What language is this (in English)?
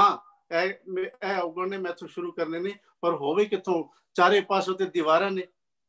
Punjabi